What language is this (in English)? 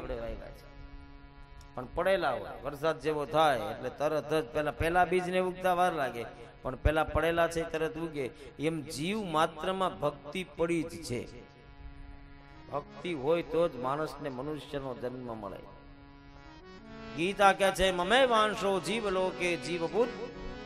Gujarati